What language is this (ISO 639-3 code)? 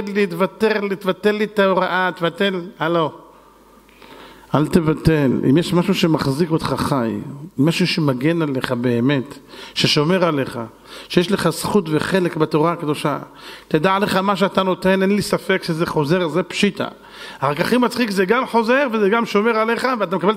heb